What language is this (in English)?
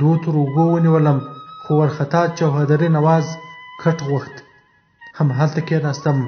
Pashto